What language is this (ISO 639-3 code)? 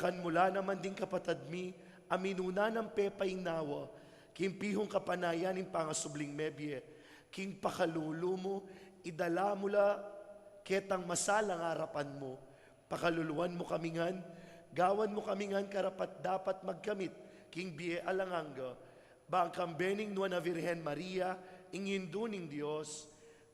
pam